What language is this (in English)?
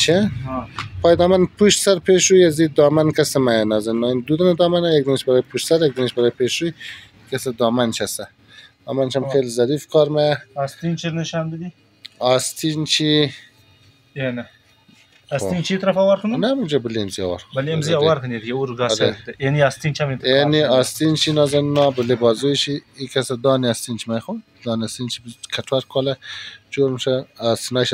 Persian